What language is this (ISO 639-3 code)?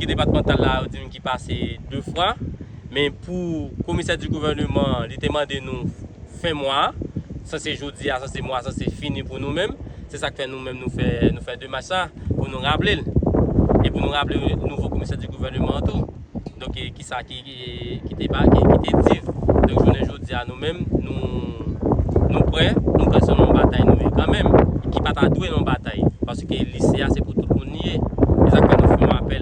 hat